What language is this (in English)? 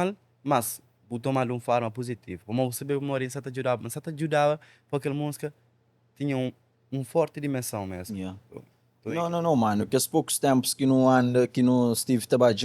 Kabuverdianu